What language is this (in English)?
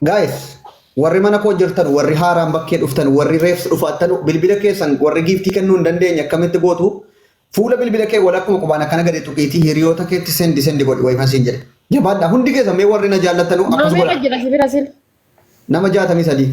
Oromo